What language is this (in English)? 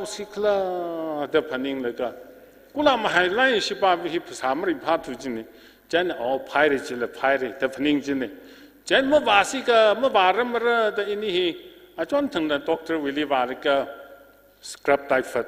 Tangkhul Naga (India)